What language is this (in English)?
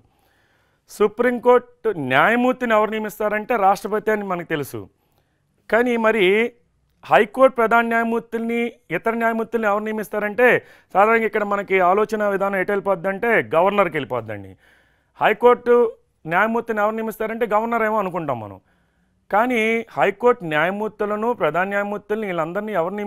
Telugu